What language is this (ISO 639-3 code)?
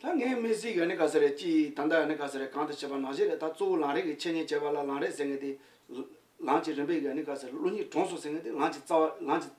bod